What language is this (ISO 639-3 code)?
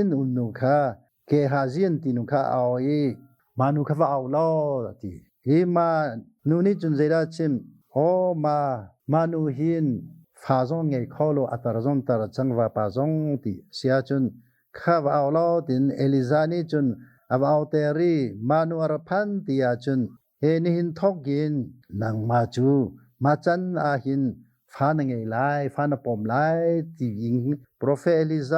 cnh